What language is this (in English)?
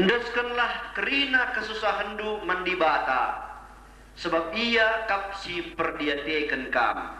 Batak Karo